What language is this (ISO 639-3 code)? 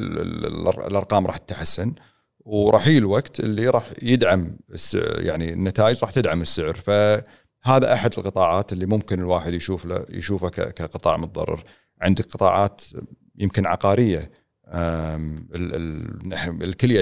afb